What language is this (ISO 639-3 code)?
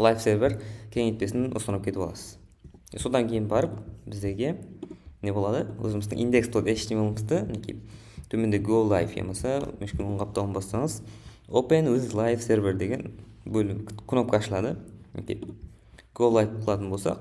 kaa